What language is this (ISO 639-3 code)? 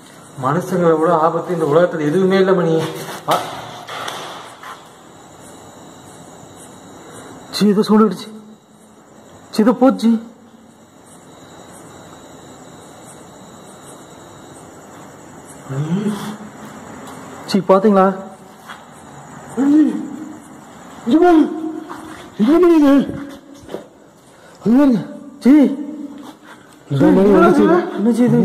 tam